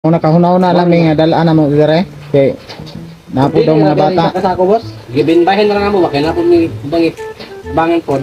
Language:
Cebuano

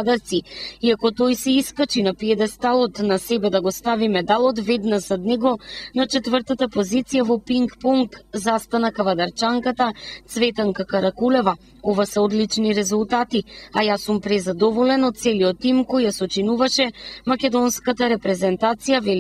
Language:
Macedonian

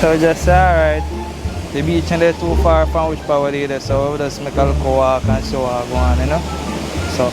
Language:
Jamaican Creole English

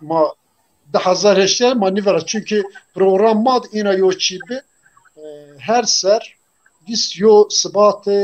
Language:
Zaza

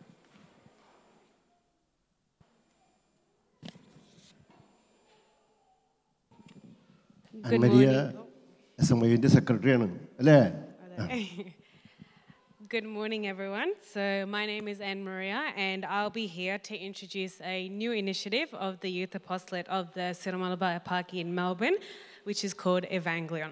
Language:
Malayalam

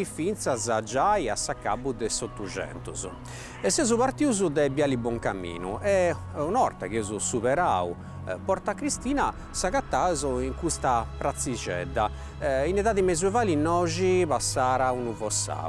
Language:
Sardinian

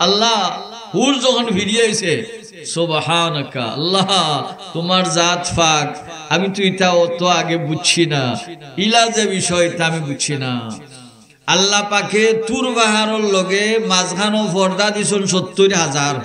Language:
Sylheti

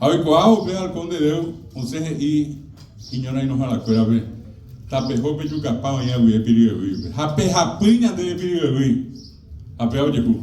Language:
Guarani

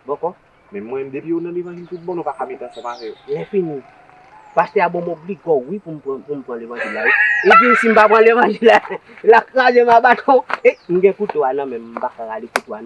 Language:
Haitian Creole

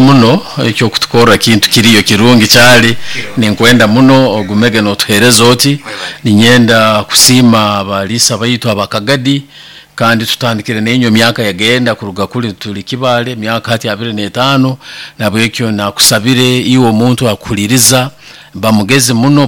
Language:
Nyoro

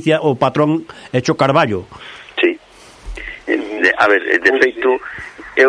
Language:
Galician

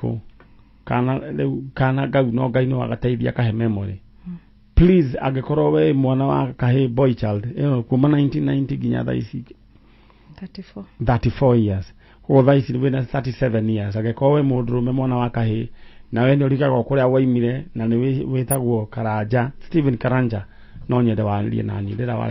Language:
Kikuyu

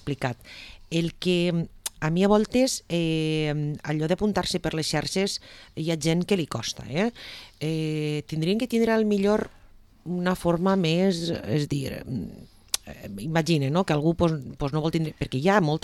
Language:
Catalan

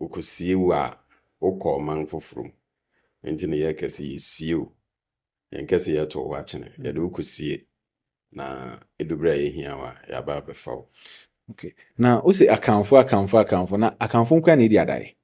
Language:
Akan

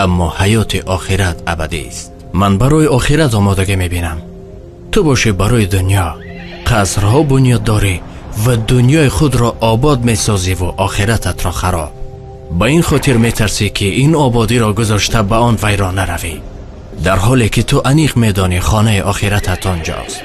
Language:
Tajik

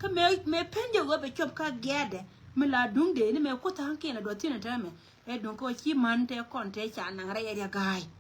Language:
Nuer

